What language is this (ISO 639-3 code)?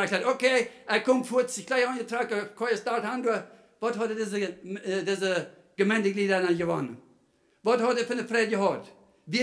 pdt